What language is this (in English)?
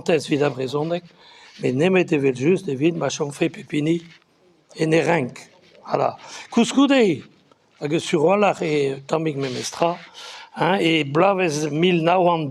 Breton